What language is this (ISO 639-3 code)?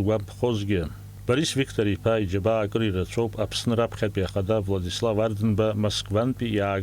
abk